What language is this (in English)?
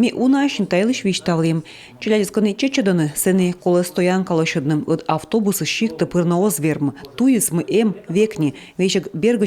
Komi